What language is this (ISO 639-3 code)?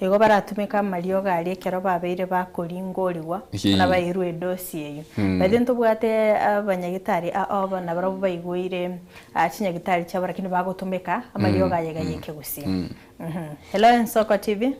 guz